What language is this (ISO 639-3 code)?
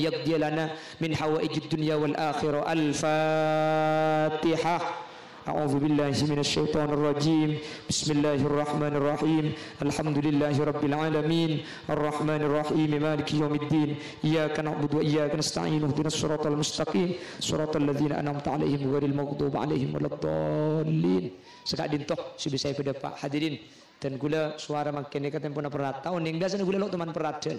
mad